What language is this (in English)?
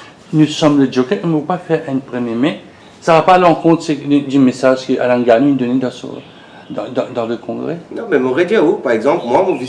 Morisyen